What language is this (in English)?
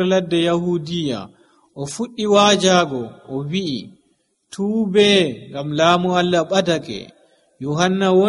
Nigerian Fulfulde